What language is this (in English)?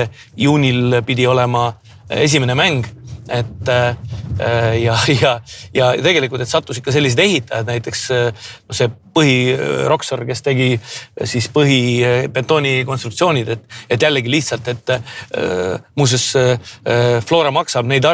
Estonian